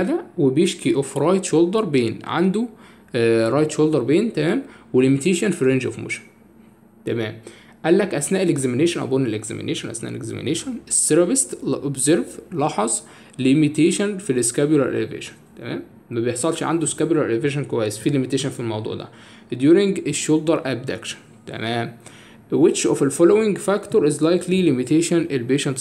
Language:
Egyptian Arabic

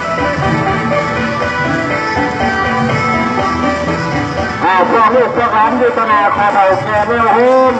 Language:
Lao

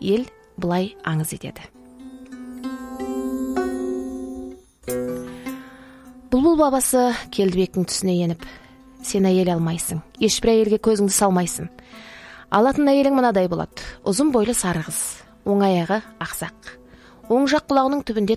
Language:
Kazakh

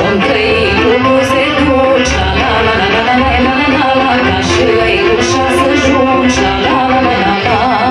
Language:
Romanian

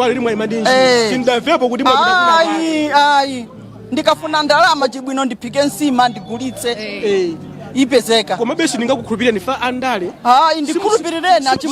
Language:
Nyanja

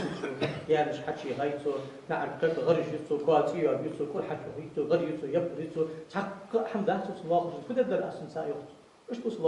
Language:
Ingush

